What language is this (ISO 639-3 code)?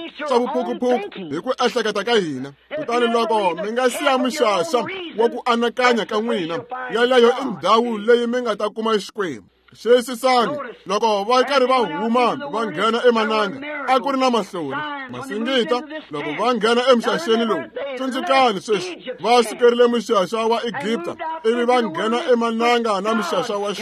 tso